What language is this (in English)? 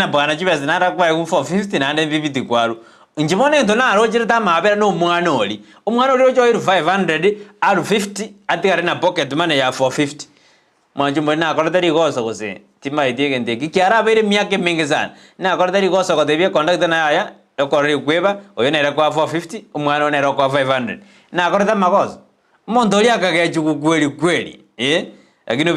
Gusii